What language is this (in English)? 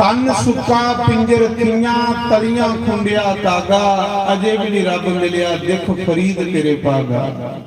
Dogri